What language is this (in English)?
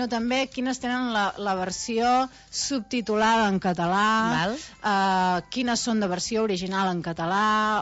Catalan